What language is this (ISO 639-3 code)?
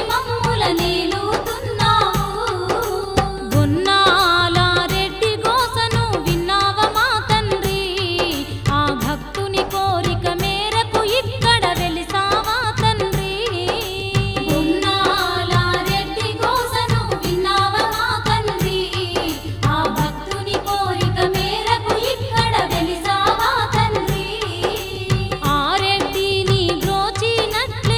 tel